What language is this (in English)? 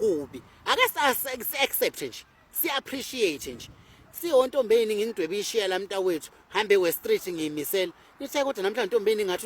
Zulu